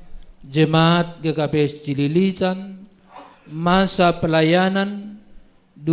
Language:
Batak Simalungun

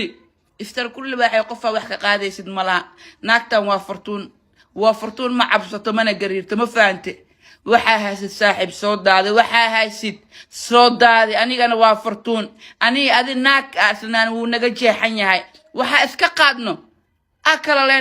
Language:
Somali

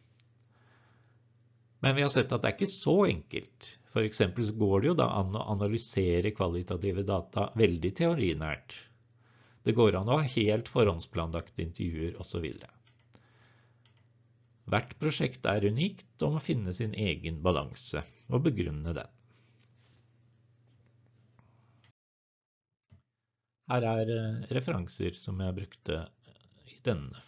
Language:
Norwegian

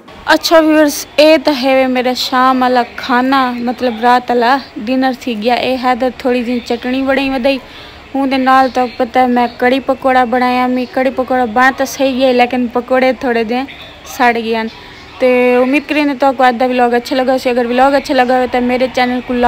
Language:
Saraiki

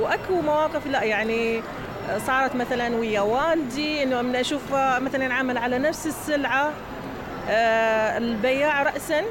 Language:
Mesopotamian Arabic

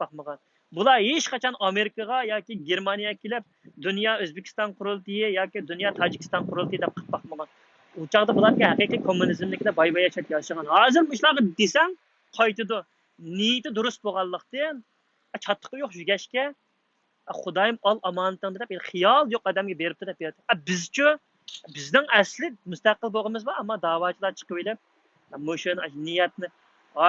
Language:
Uyghur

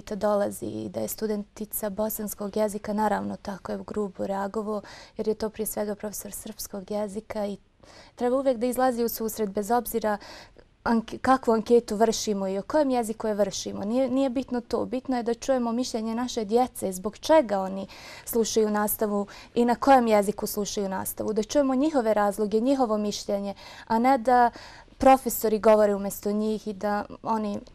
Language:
Bosnian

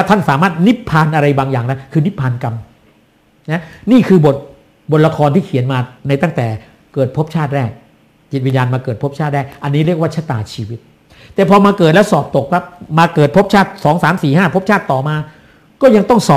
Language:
Thai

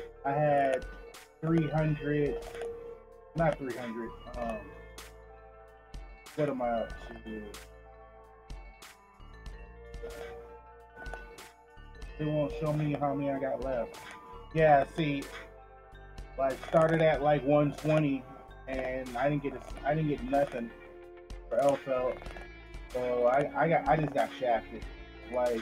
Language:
English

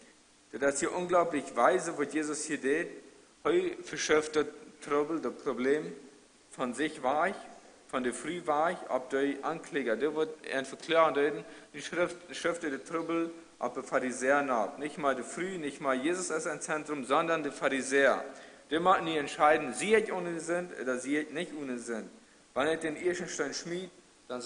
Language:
Plautdietsch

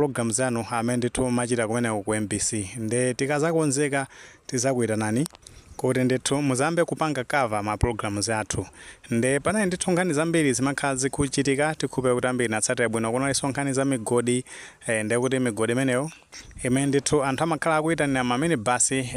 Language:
Nyanja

